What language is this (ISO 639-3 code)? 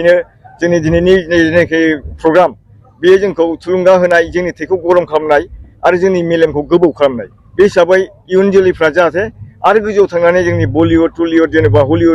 brx